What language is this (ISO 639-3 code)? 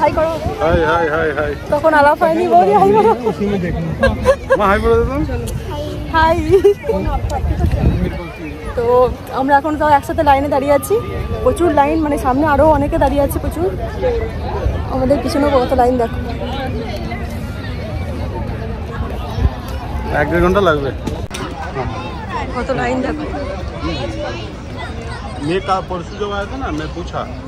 ben